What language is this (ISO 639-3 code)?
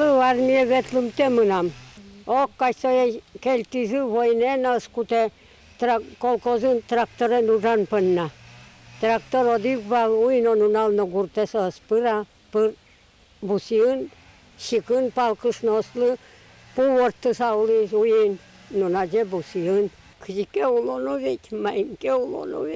udm